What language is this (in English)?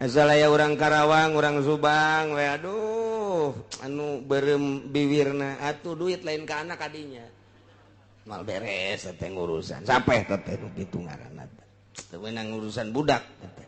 Sundanese